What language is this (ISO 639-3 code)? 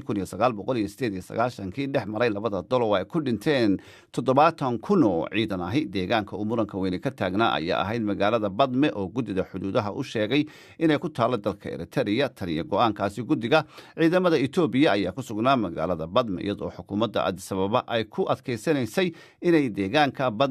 som